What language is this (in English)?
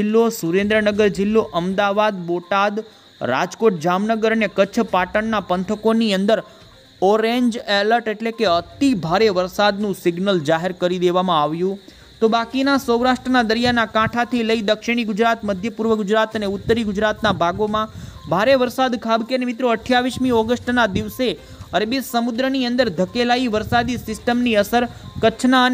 Gujarati